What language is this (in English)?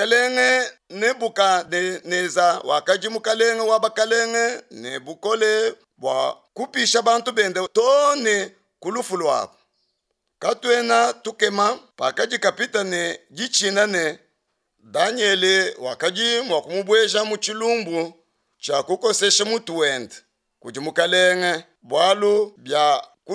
Luba-Lulua